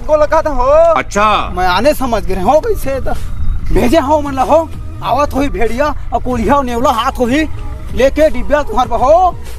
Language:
Chhattisgarhi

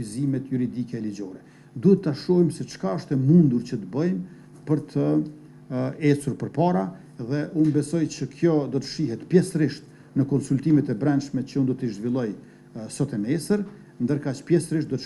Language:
Albanian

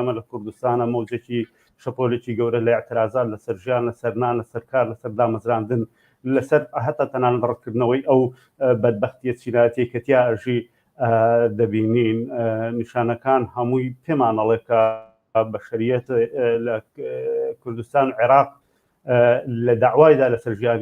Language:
Central Kurdish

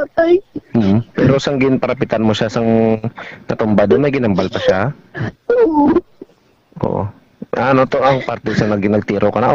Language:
Hiligaynon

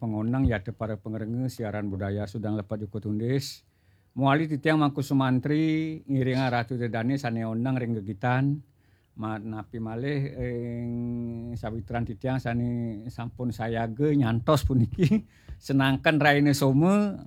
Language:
Balinese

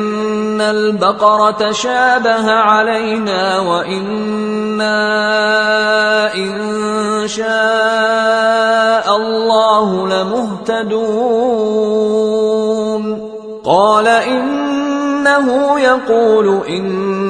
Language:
Arabic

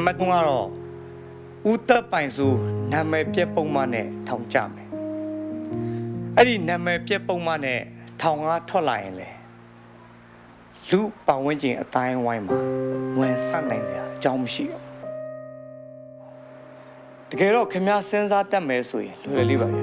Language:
Burmese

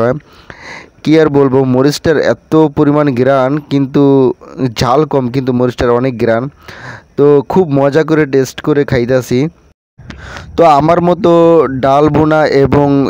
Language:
Bangla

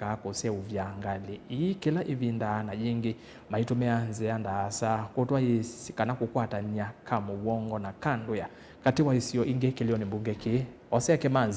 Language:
Kamba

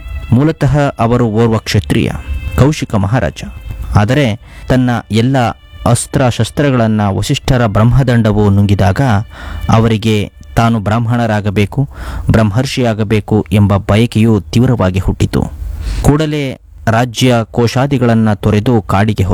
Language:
Kannada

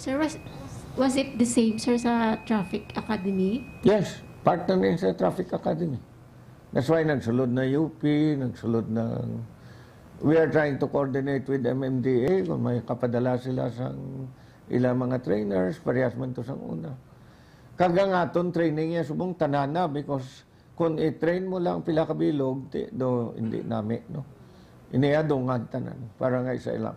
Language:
Hiligaynon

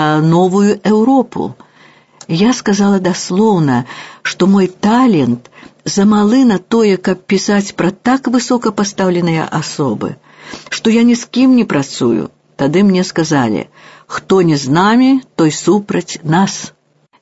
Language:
Belarusian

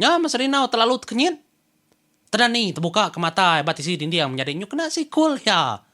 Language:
Iban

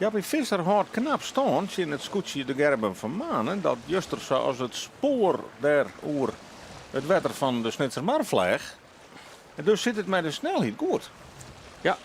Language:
Western Frisian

